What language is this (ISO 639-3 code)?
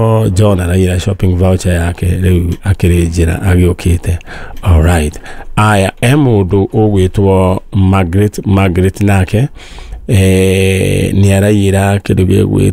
kik